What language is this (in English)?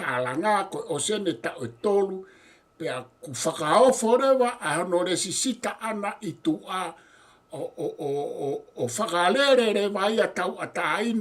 Tongan